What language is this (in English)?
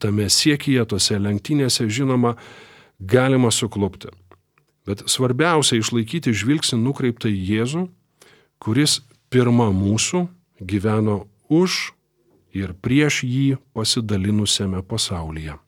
Lithuanian